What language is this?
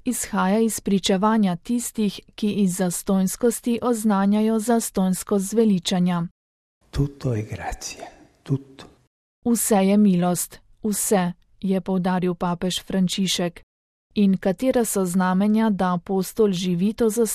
Slovenian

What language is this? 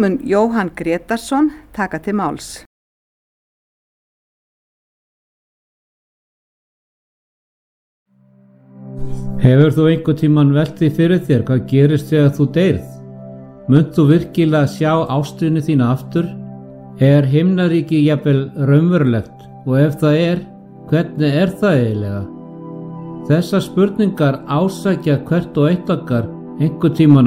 Icelandic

